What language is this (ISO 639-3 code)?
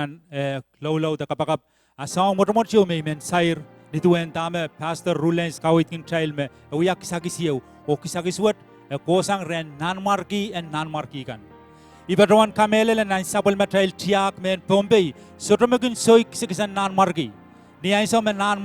pon